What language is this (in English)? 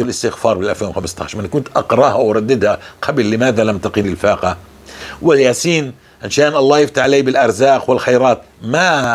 North Levantine Arabic